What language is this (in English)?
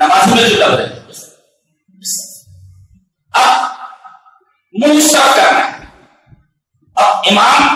Urdu